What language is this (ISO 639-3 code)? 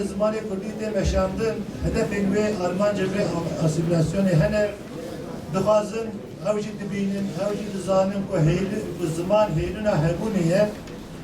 kur